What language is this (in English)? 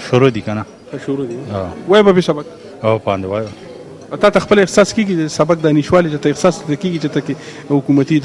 Pashto